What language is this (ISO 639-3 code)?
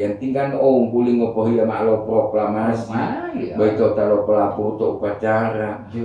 gor